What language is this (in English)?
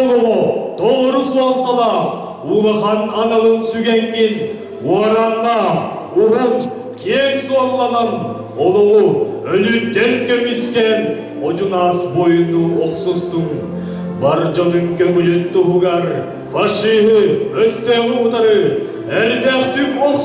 Yakut